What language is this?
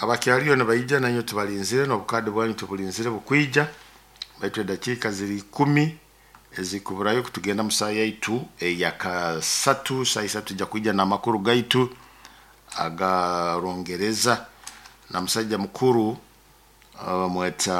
Nyoro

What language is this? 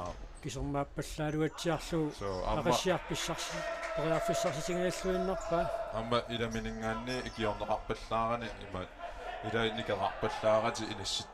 Kalaallisut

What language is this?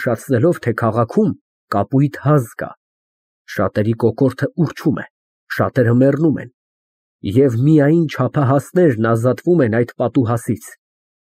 Armenian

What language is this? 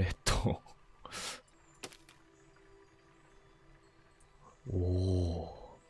Japanese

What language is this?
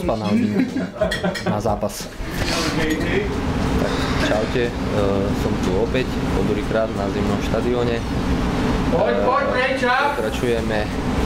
Slovak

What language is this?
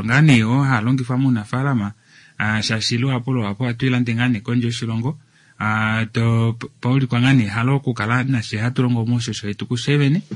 Kuanyama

